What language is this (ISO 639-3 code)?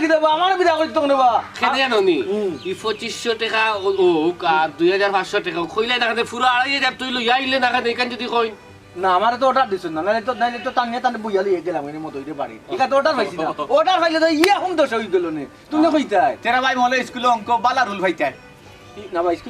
syl